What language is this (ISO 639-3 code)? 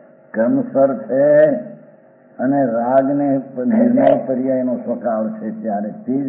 guj